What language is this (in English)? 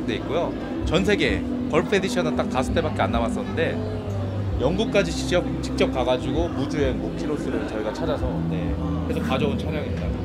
Korean